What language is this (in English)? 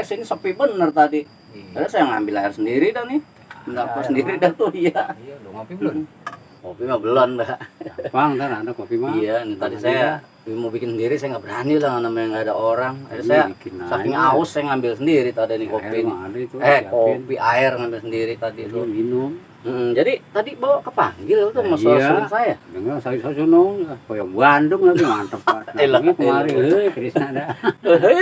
Betawi